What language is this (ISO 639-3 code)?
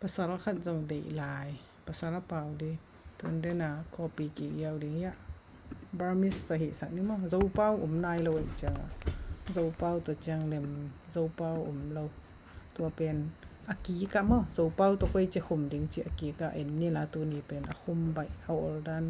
ctd